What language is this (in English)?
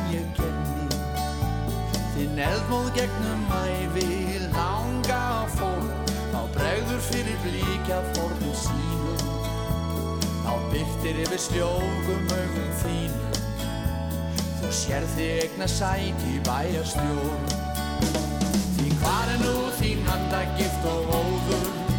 Icelandic